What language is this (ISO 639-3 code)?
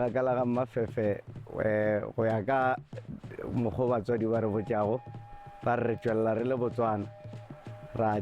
nso